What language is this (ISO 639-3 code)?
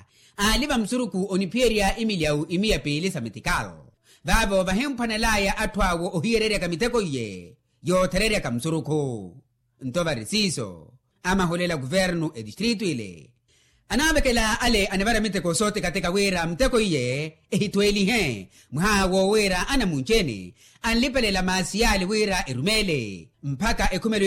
vmw